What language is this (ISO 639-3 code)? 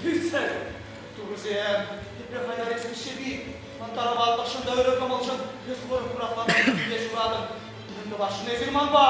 chv